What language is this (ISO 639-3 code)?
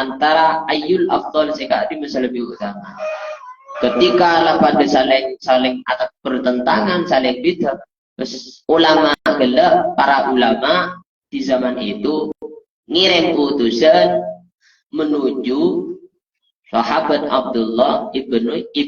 mad